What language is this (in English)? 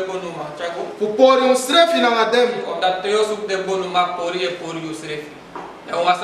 Sranan Tongo